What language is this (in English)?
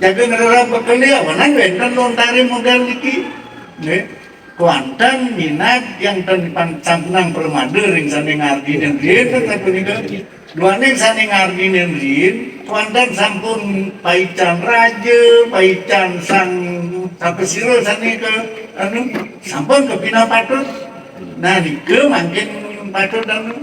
Balinese